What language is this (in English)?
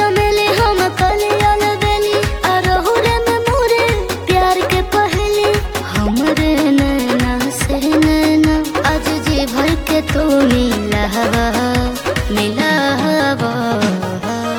Bhojpuri